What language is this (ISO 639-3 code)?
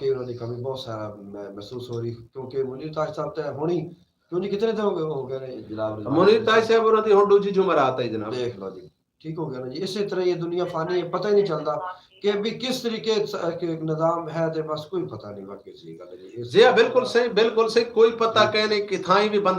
skr